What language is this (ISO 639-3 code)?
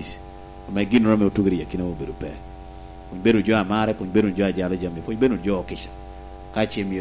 laj